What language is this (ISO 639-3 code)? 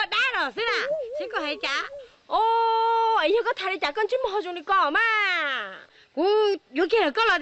hmn